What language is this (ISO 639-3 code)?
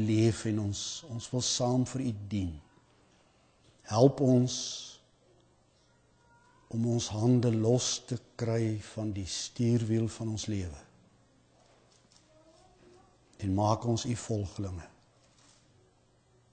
afr